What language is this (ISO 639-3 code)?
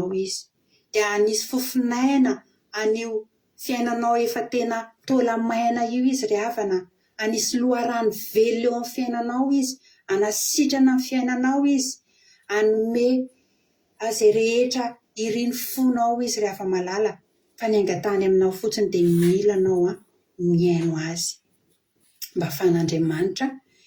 mlg